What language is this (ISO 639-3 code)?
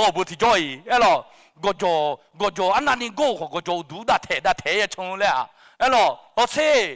ahk